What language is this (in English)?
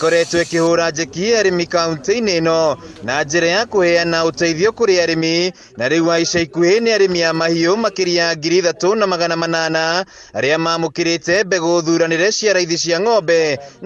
Kikuyu